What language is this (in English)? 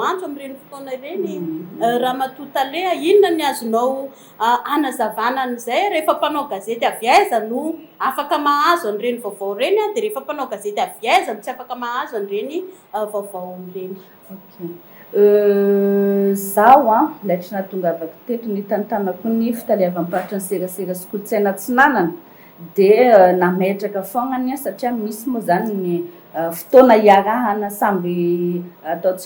Malagasy